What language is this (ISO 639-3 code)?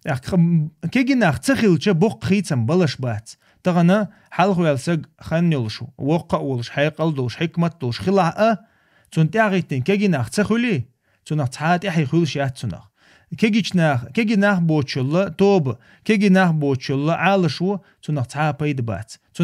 che